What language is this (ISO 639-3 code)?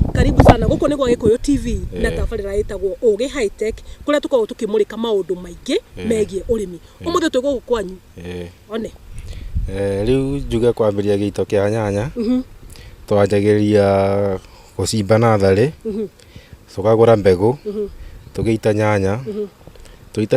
kik